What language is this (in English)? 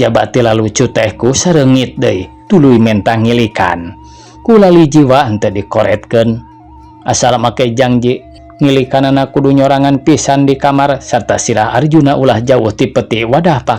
Sundanese